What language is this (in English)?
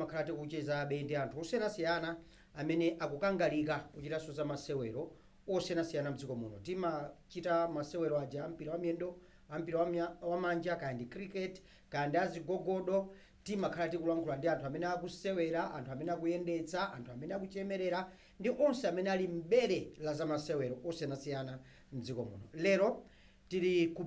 Nyanja